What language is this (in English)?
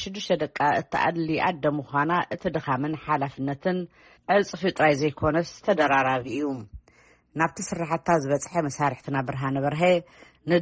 Tigrinya